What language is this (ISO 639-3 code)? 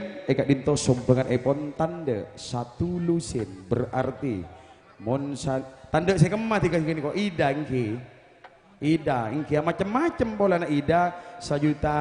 mad